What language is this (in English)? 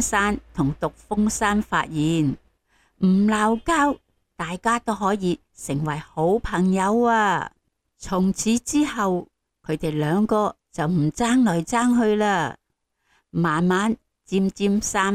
Cantonese